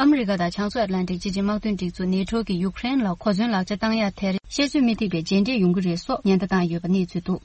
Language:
Tibetan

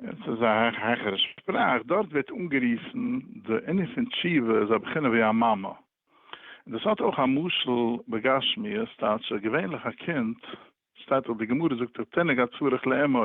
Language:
Yiddish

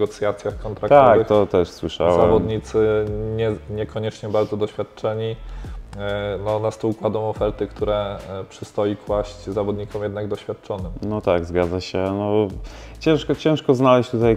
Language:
Polish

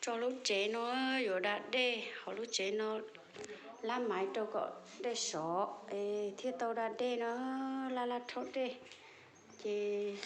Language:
Hmong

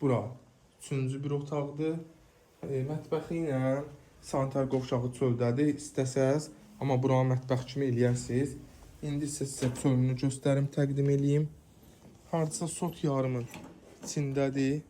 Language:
Azerbaijani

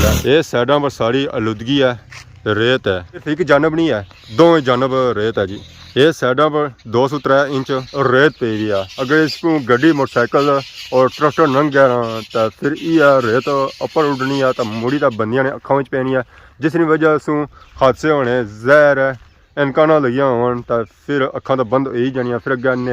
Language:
Pahari-Potwari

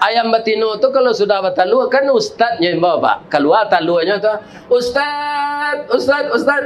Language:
Minangkabau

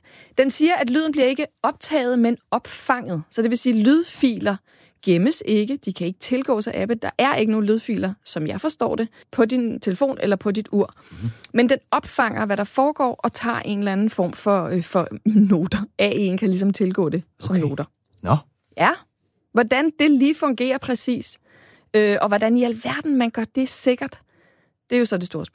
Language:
Danish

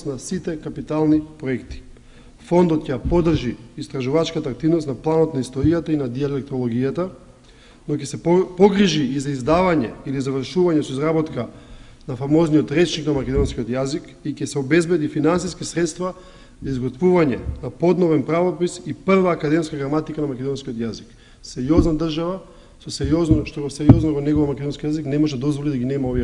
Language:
Macedonian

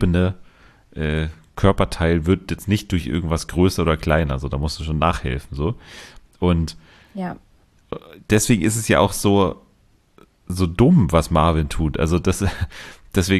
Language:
German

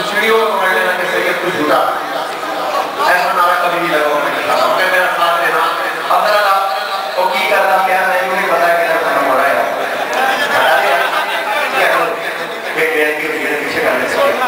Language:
Urdu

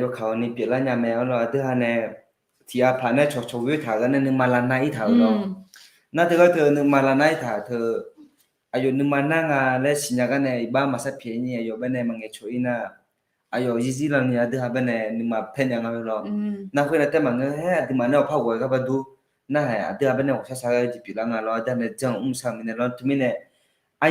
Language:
Akha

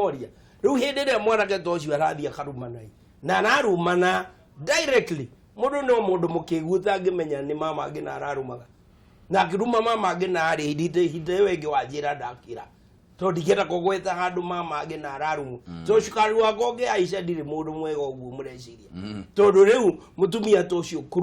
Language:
Kikuyu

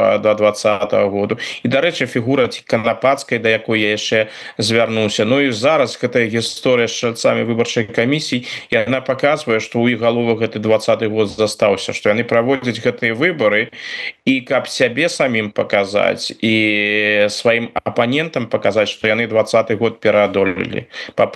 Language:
Belarusian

